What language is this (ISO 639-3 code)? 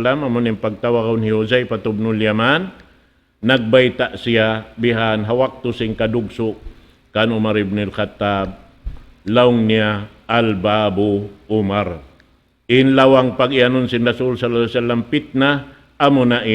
tsg